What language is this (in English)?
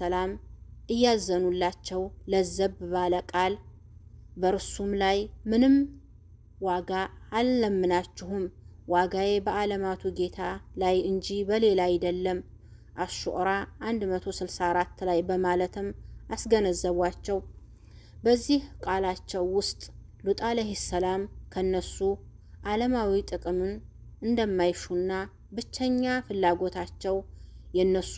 Amharic